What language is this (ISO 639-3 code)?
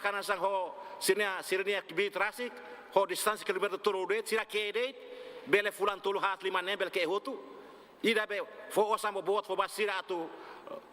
tet